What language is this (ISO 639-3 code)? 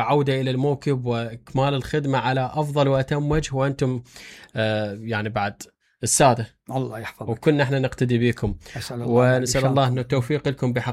acm